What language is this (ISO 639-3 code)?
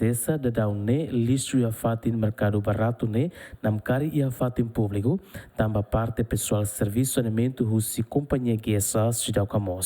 tet